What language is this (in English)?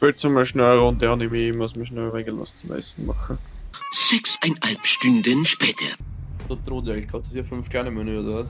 Bavarian